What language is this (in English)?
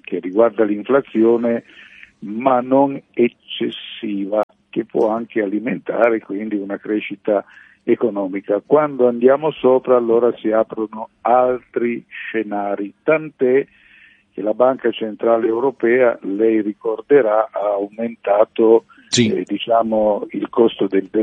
Italian